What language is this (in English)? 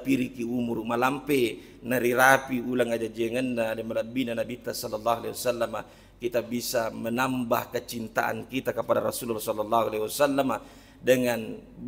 Buginese